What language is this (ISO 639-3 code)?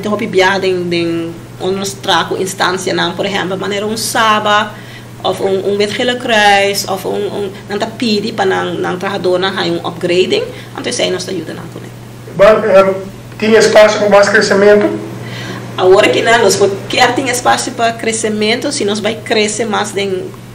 pap